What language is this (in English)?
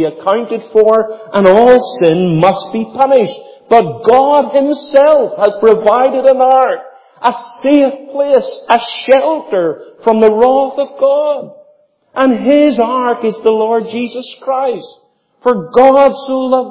English